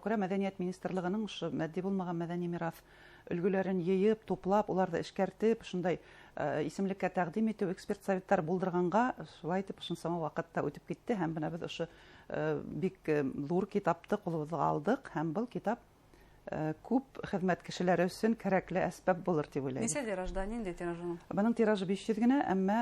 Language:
Bashkir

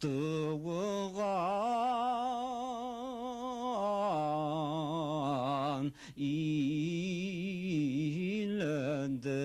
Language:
Bashkir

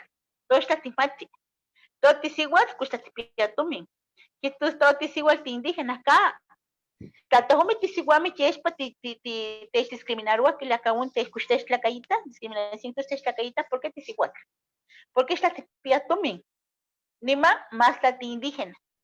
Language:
Eastern Huasteca Nahuatl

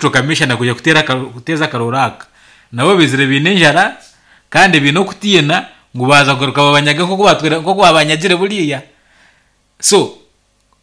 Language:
Nyankole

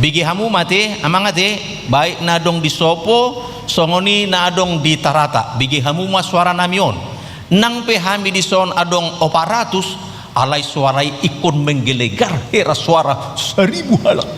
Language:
Batak Toba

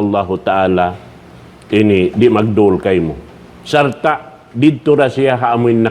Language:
Tausug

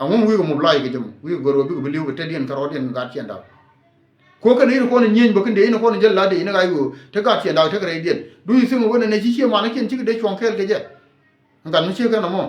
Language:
Nuer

